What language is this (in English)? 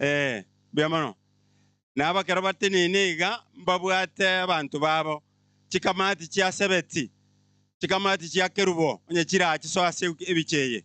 Gusii